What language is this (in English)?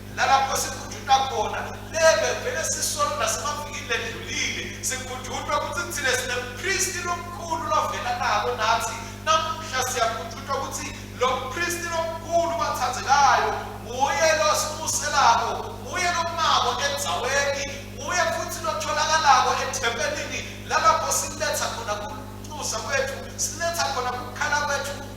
Swati